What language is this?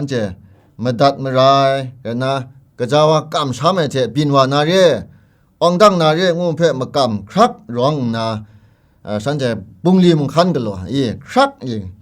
Kachin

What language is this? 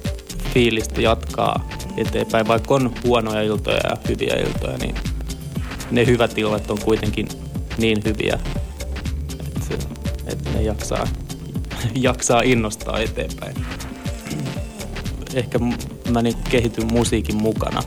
Finnish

